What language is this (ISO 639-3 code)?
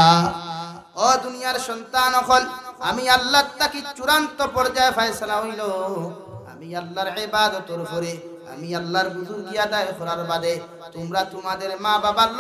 syl